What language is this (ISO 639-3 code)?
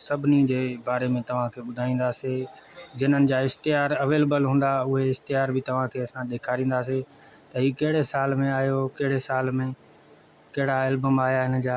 snd